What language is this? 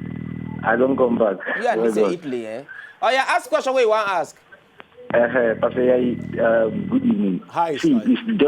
Nigerian Pidgin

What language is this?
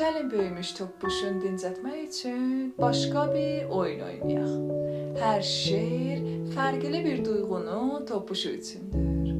South Azerbaijani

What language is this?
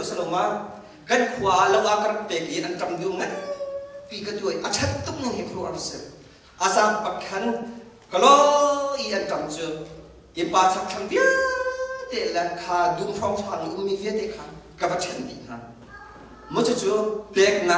Hakha Chin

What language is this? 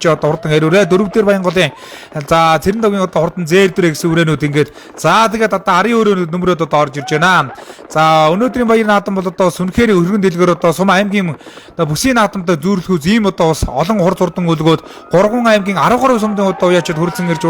Mongolian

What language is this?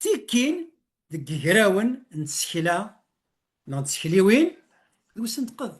Kabyle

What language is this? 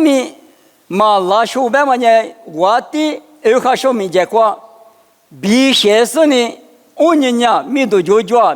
Lisu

